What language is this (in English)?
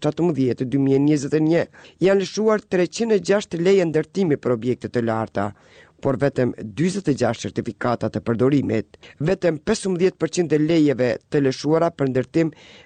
Albanian